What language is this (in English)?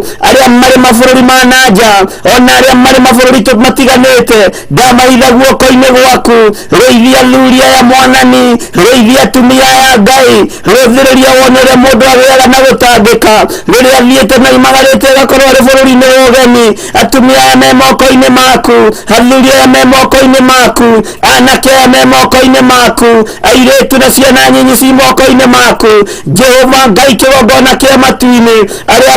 Kikuyu